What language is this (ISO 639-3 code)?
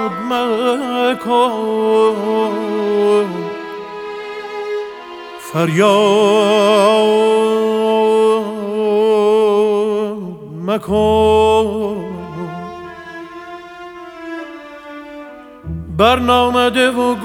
fas